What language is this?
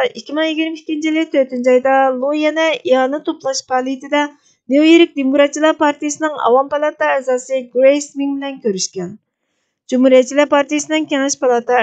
Uyghur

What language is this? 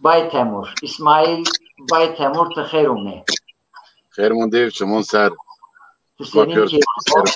Zaza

